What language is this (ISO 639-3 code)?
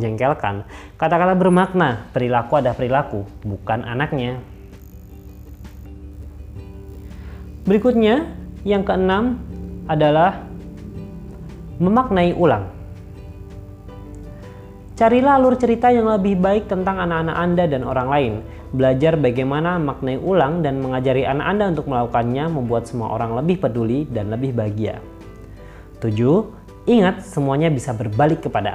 ind